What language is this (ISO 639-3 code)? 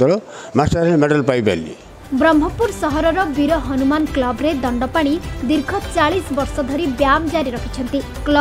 ori